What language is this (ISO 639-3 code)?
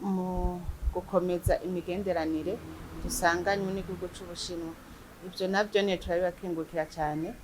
run